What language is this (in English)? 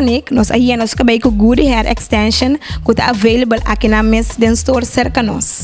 Papiamento